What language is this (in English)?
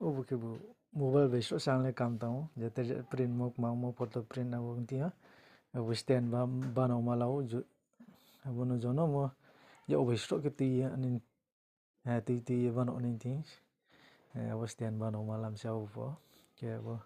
Riang (India)